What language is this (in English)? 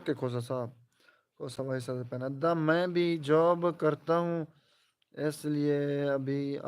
Saraiki